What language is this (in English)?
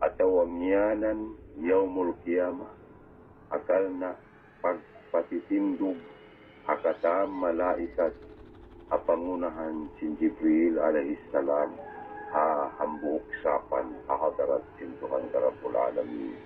Tausug